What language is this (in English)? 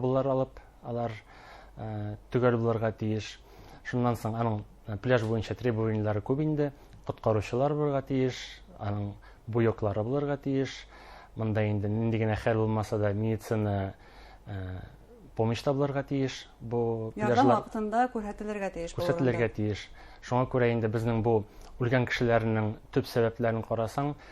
Bashkir